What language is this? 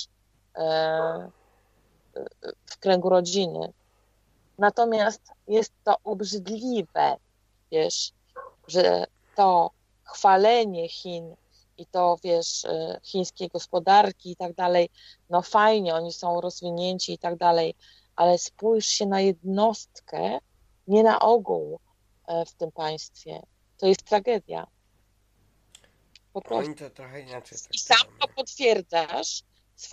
Polish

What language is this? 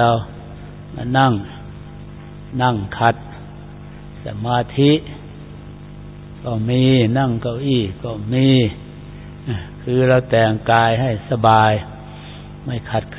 Thai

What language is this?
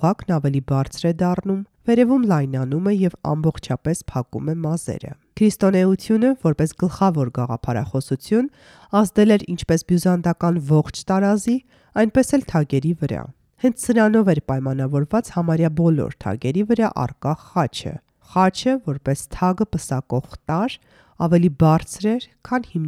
Armenian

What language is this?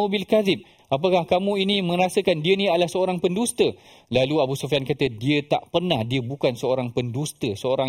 Malay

